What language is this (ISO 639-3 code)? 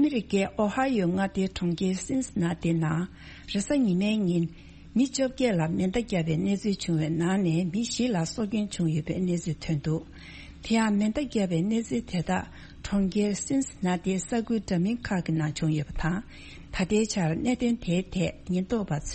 bod